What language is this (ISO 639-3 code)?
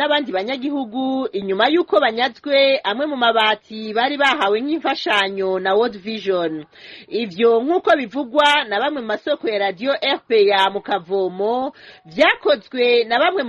run